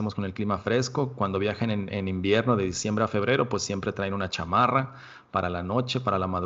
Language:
Spanish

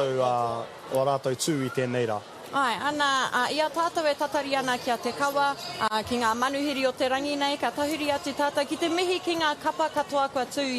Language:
Māori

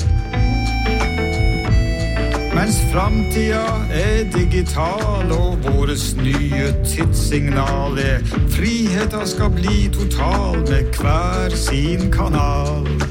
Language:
Norwegian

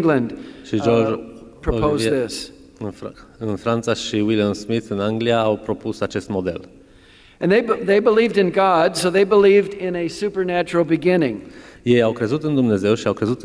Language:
Romanian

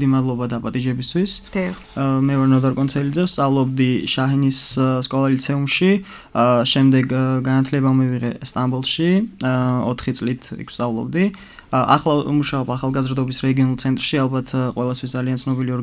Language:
Georgian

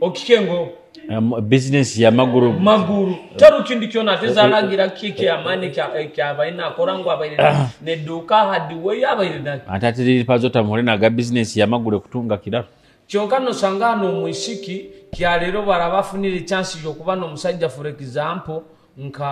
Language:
Nyoro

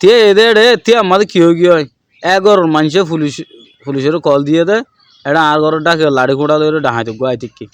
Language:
Rohingya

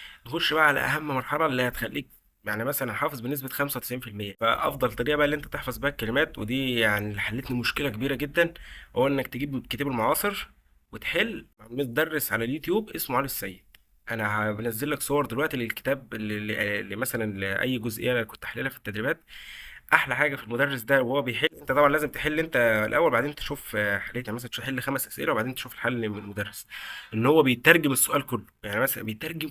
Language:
Egyptian Arabic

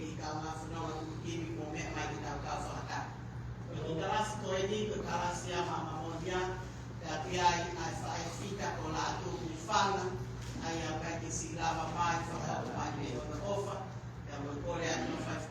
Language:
Tongan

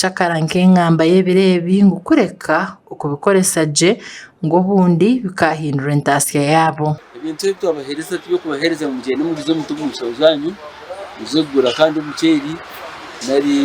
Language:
Nyankole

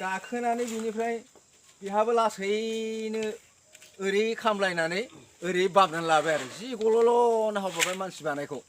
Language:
Bodo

